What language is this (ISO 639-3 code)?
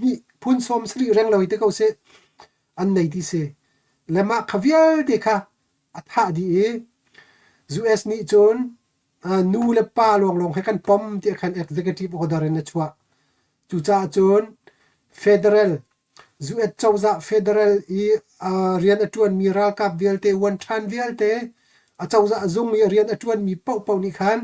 cnh